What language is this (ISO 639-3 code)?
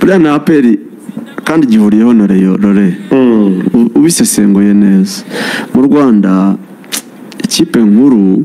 kin